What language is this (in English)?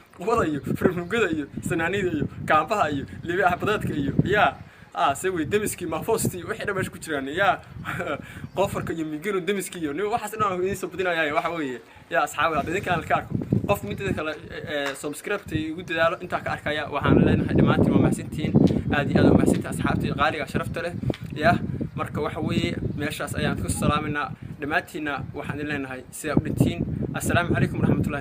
Somali